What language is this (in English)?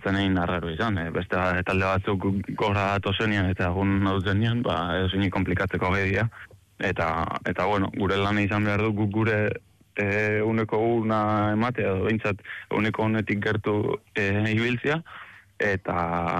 Basque